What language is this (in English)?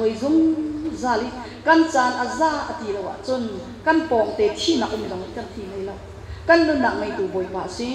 Hakha Chin